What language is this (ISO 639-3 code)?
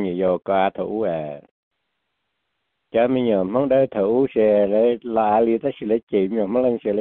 vie